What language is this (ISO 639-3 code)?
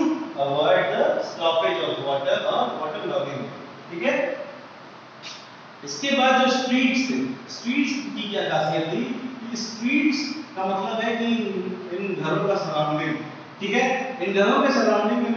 hin